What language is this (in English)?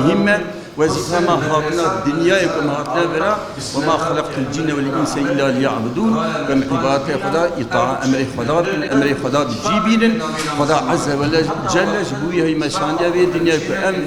Kurdish